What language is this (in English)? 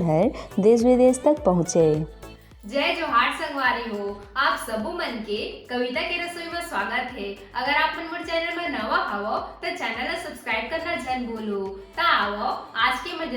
Chhattisgarhi